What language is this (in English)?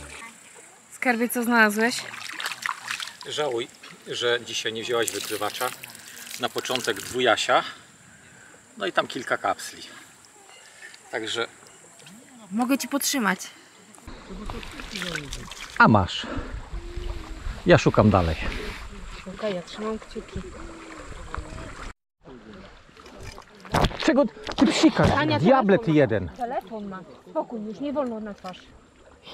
Polish